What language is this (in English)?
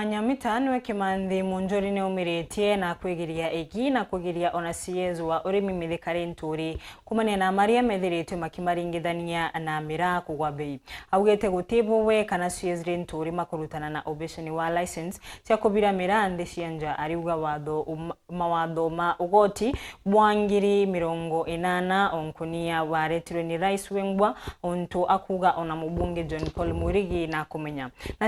Meru